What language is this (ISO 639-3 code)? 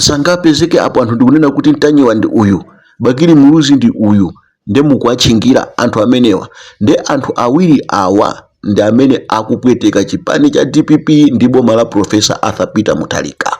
nya